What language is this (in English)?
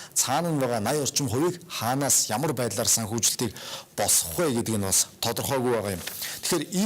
Mongolian